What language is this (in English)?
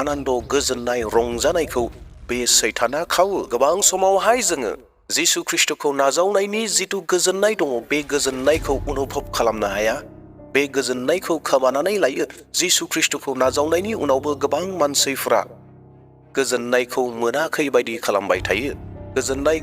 Bodo